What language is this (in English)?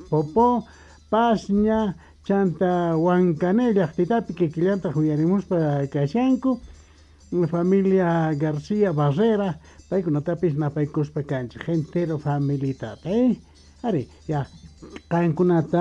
Quechua